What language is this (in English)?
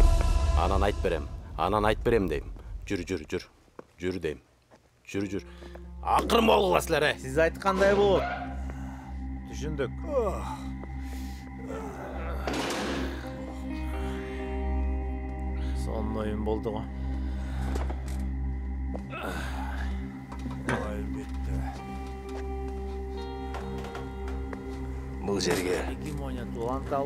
Kyrgyz